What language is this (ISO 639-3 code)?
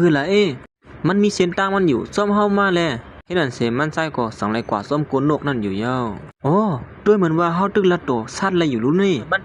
shn